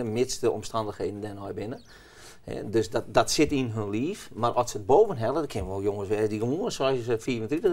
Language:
Western Frisian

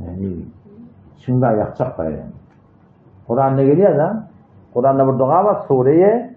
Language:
Turkmen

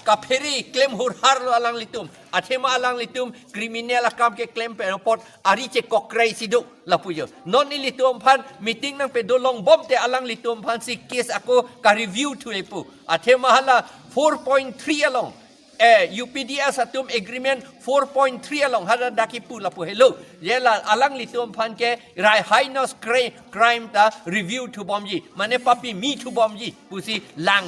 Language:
Karbi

